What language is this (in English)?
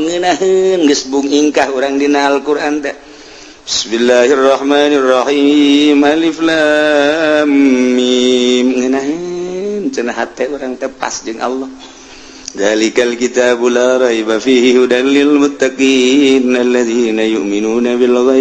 Sundanese